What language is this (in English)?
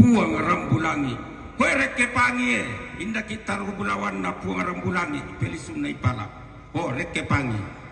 Toraja-Sa'dan